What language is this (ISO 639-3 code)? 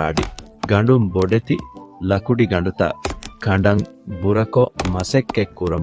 div